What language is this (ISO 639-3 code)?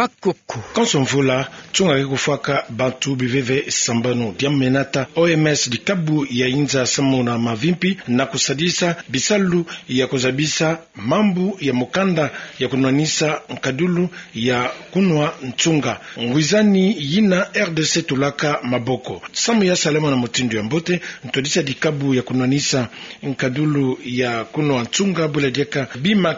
ktu